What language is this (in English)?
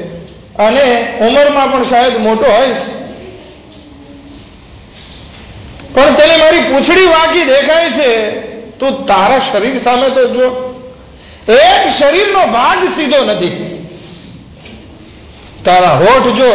Gujarati